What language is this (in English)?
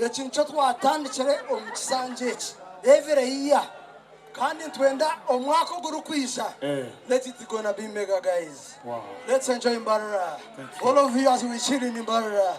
Nyankole